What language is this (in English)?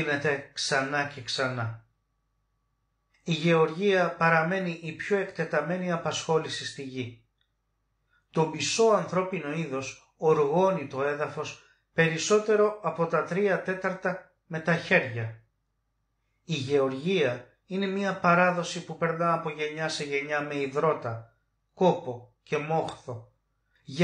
Greek